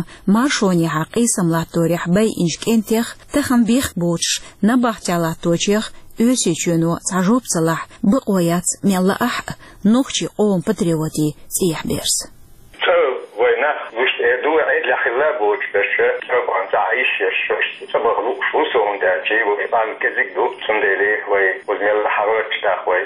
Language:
Chechen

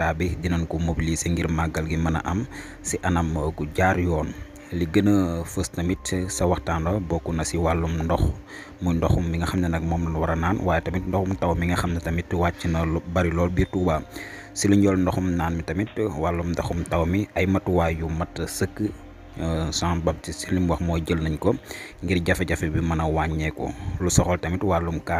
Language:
Wolof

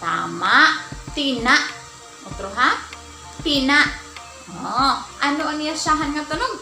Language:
Waray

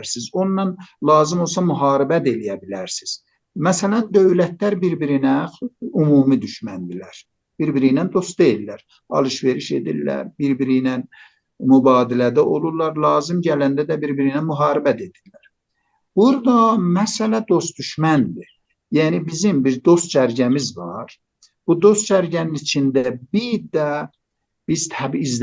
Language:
South Azerbaijani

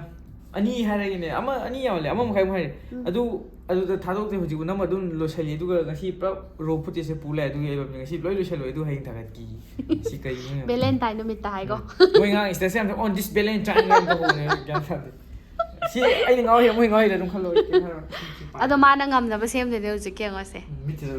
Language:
Manipuri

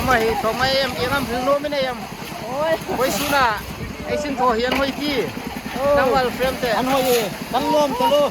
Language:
Hmar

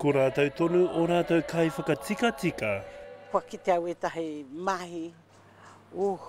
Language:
Māori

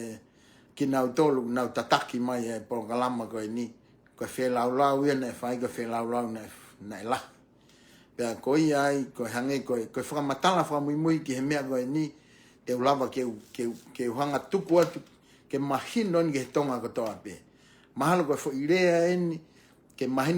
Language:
Tongan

